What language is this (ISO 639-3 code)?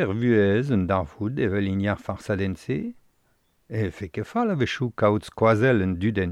bre